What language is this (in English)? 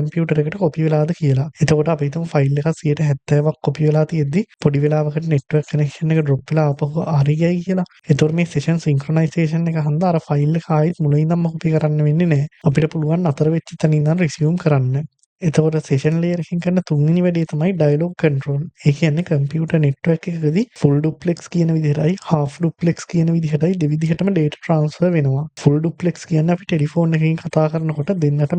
Sinhala